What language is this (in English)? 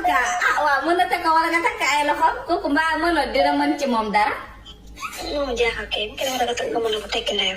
Wolof